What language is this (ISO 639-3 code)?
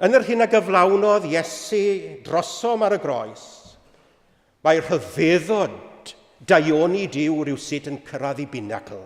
cym